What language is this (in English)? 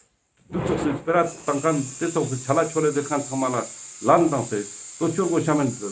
Ladakhi